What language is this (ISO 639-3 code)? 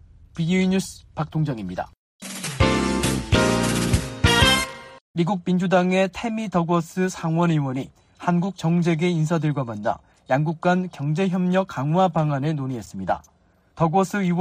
kor